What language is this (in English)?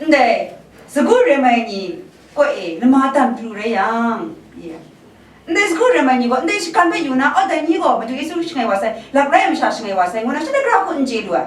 Kachin